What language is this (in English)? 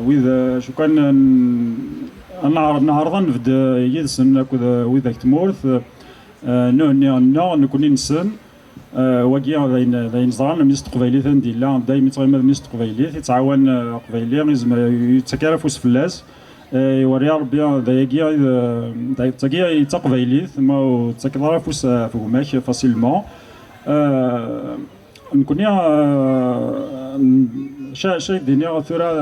Kabyle